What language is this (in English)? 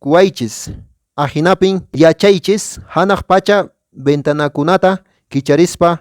Quechua